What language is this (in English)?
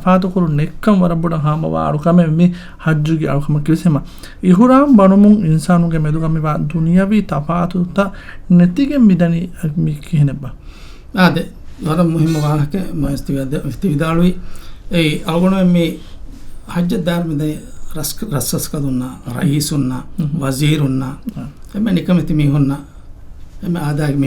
Divehi